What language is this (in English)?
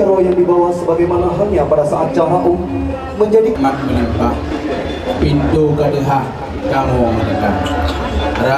Achinese